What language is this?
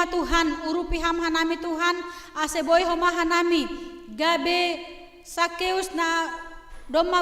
Batak Simalungun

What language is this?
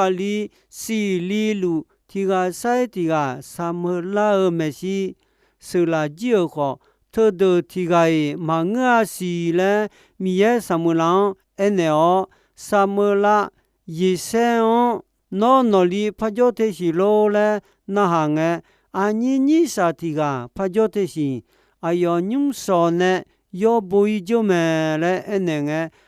Akha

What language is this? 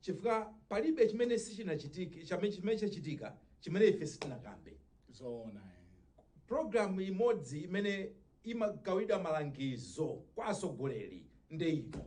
Nyanja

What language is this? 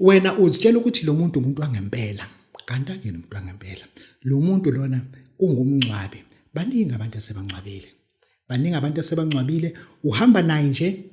Zulu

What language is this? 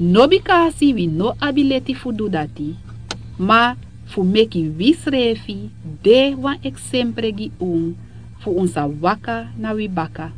Sranan Tongo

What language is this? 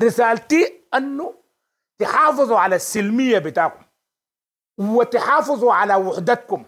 Sudanese Arabic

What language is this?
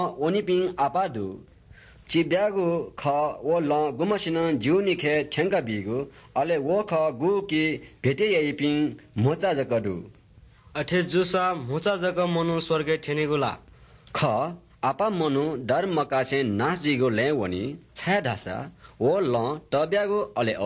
Newari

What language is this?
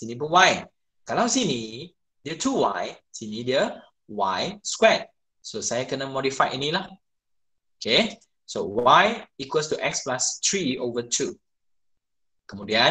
Malay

